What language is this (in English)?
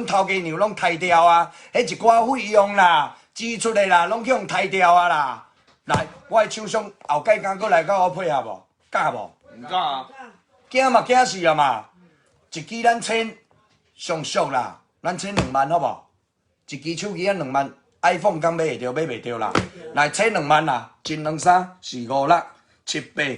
Min Nan Chinese